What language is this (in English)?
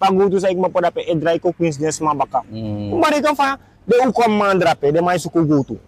Sranan Tongo